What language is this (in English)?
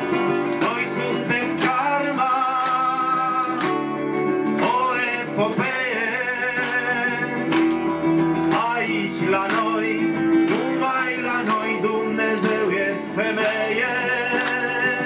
Romanian